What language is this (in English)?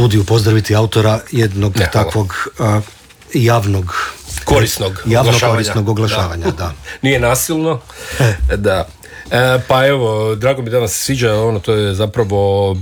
Croatian